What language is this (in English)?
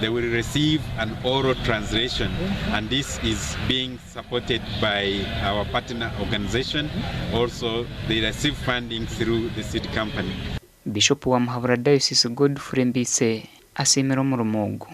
Nyankole